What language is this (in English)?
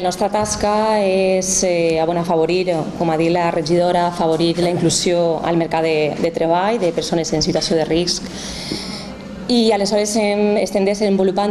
Catalan